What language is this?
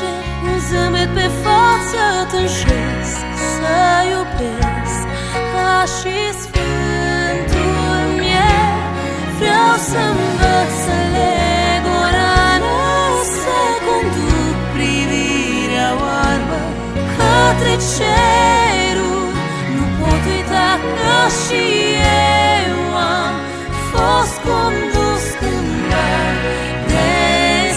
Romanian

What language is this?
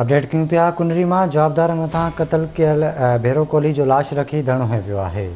Sindhi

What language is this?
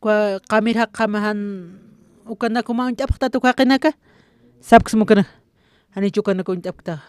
Aymara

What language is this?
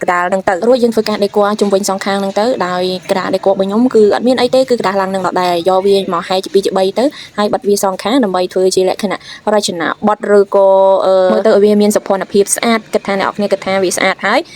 Khmer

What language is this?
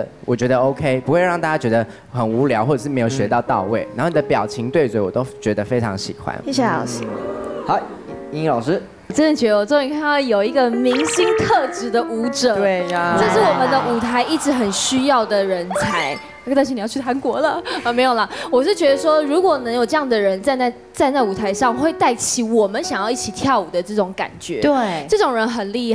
Chinese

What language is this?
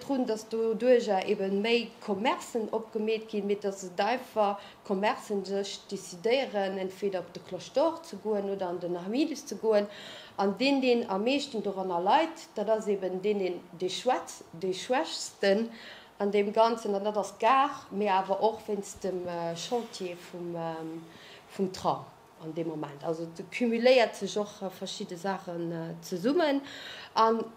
Luxembourgish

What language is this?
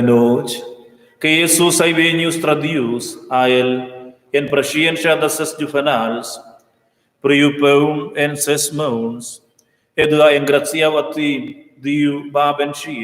Romansh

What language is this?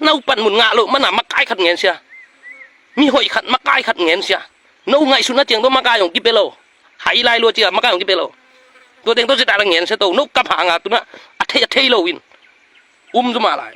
Tedim Chin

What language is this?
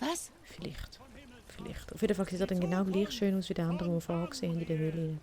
Swiss German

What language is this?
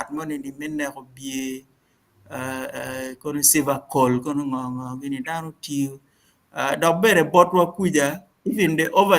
Acoli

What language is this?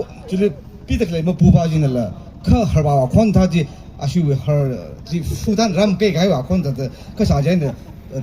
Tangkhul Naga (India)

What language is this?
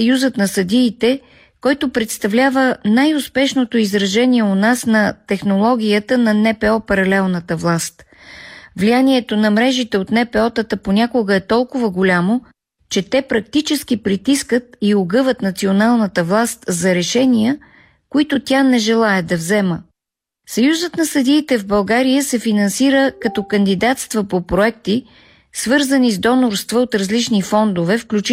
Bulgarian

